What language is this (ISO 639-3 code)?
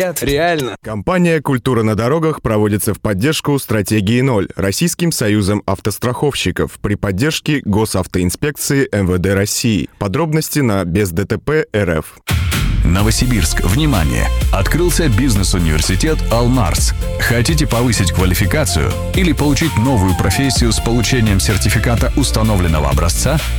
rus